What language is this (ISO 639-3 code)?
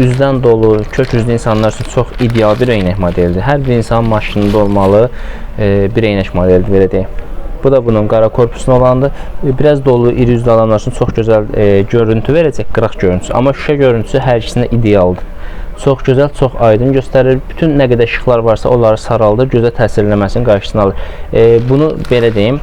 aze